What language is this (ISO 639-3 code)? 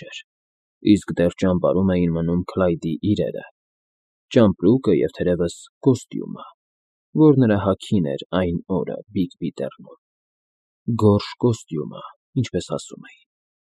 hye